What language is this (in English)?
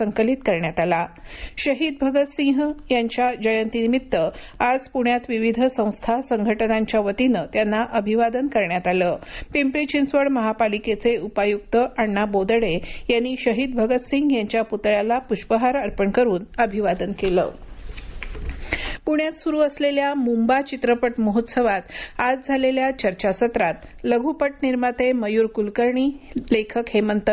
Marathi